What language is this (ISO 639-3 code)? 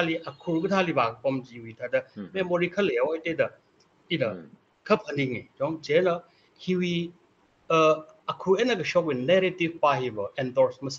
nmf